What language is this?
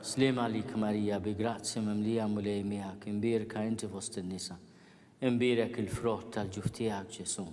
Maltese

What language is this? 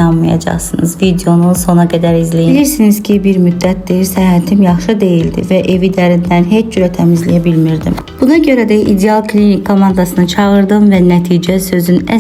Azerbaijani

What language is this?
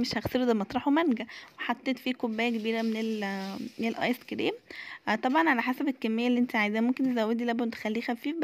Egyptian Arabic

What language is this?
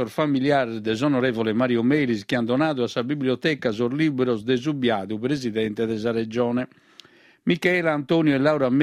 Sardinian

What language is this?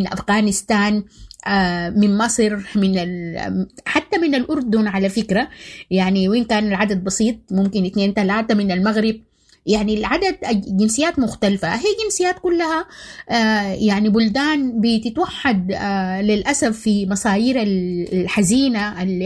Sudanese Arabic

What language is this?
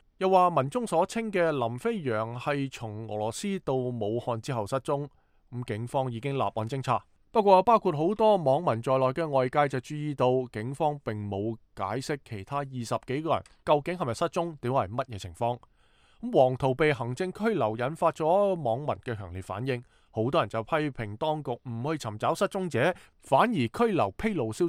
Cantonese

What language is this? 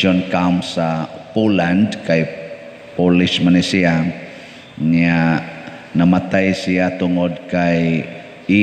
Cebuano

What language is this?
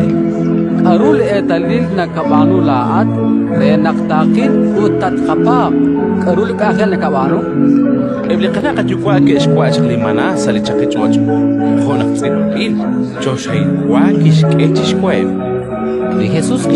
Kekchí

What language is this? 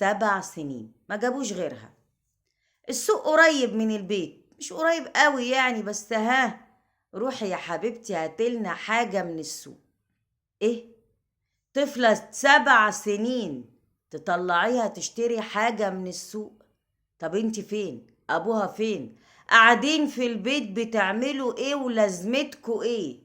Egyptian Arabic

